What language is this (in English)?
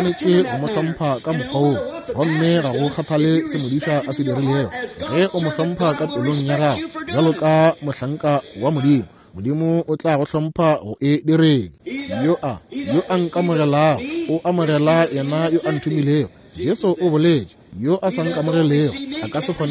Northern Sotho